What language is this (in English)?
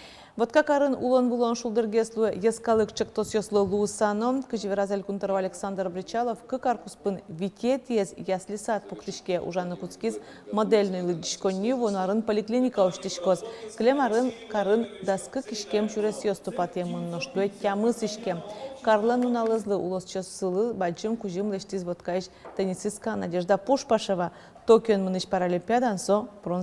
Udmurt